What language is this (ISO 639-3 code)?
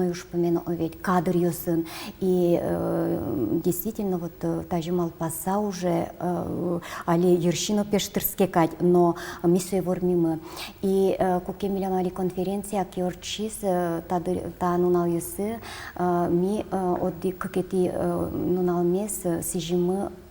udm